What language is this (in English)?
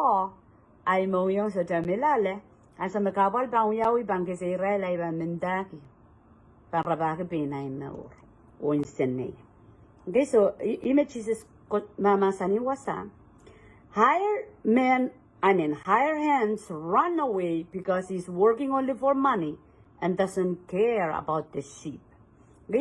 Pohnpeian